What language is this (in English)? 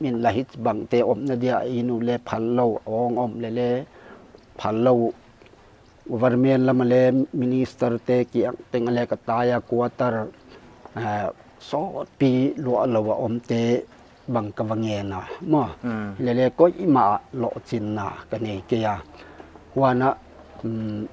Paite Chin